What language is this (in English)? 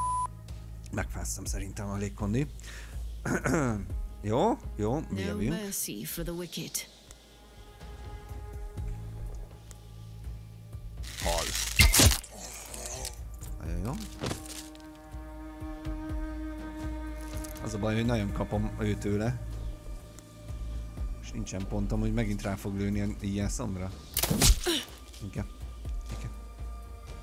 Hungarian